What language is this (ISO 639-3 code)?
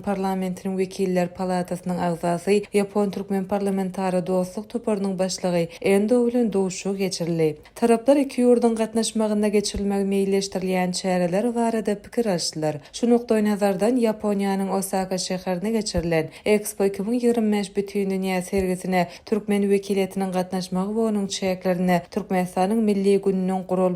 tuk